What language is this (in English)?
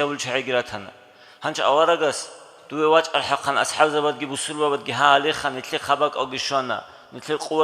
Avaric